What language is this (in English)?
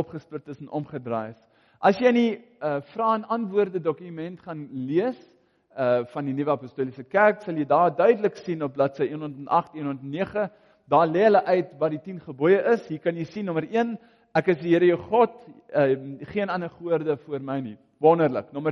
Afrikaans